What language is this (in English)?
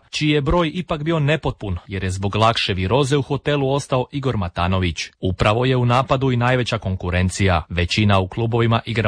Croatian